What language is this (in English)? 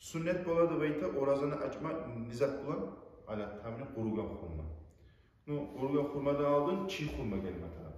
Kumyk